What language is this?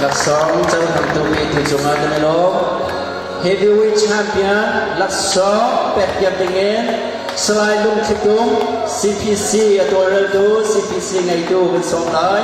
Hakha Chin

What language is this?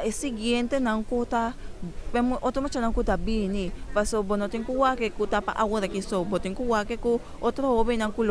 Papiamento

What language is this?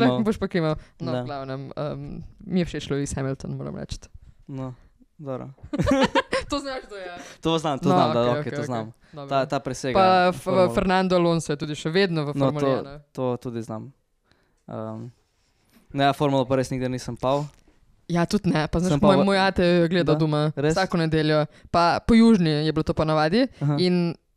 Slovenian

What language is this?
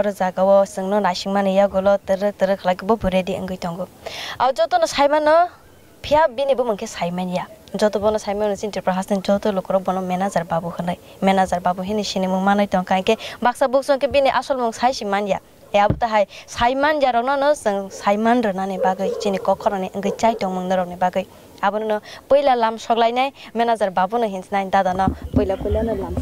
Kok Borok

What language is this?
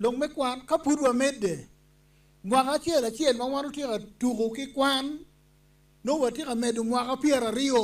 Acoli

